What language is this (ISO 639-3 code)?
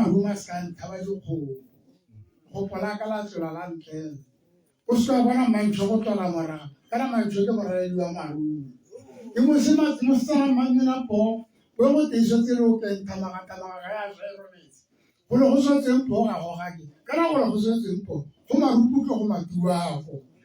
tsn